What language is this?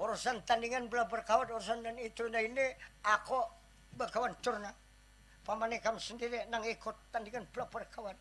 Banjar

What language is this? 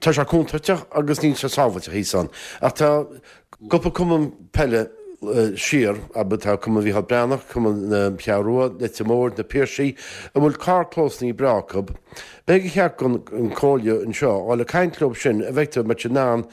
Irish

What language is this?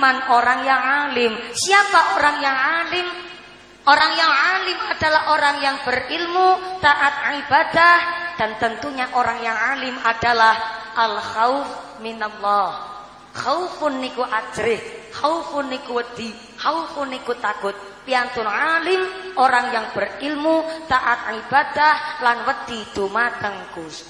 Javanese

